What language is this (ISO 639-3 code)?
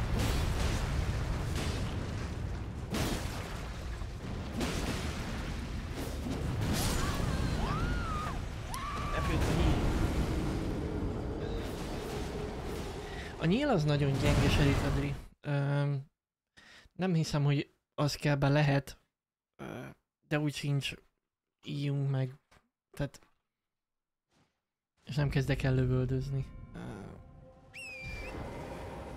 hun